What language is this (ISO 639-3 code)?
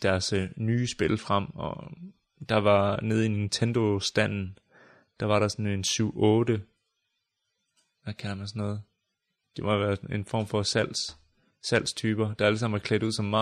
dan